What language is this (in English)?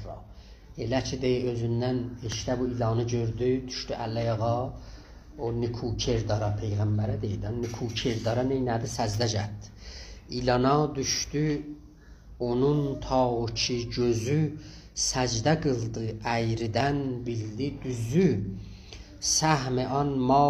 South Azerbaijani